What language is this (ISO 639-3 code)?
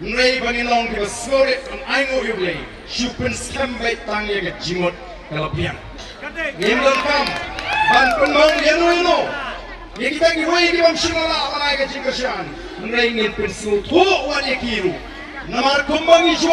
kha